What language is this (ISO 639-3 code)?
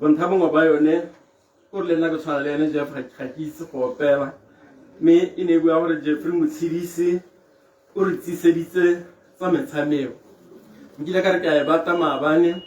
tsn